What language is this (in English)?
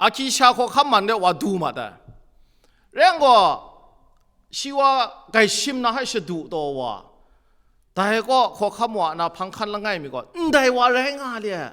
Kachin